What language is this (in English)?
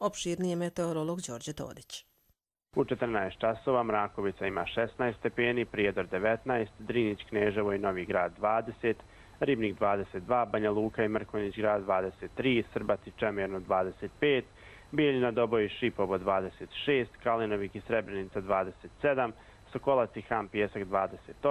Croatian